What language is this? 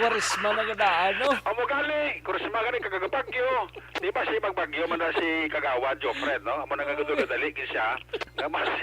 Hiligaynon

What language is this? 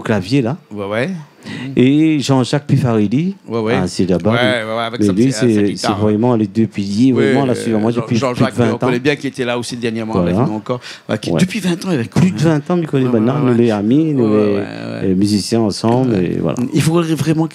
Réunion Creole French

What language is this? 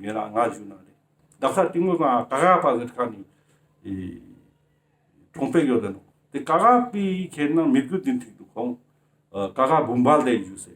Ladakhi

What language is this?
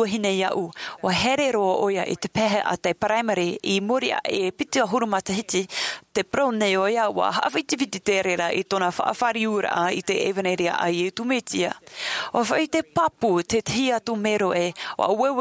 Tahitian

